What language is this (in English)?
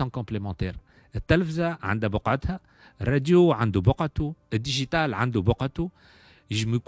Tunisian Arabic